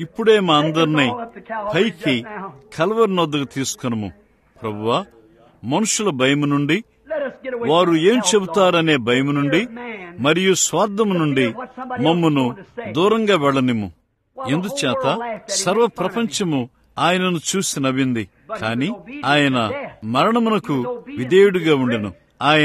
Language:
Telugu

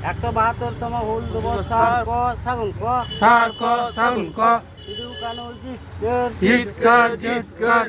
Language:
Santali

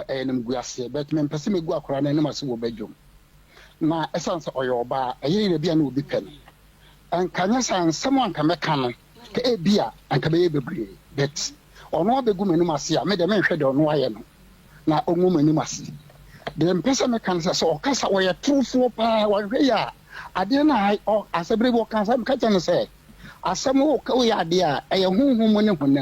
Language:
Akan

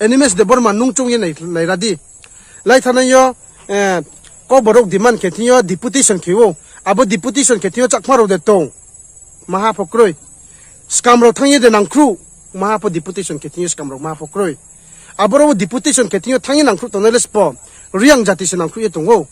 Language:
Riang (India)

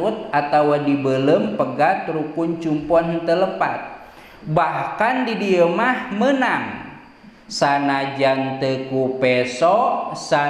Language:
Sundanese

